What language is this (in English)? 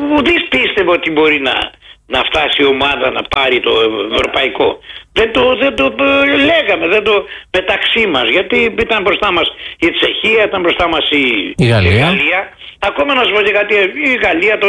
Greek